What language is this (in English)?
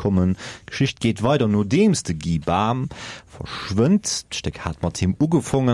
Luxembourgish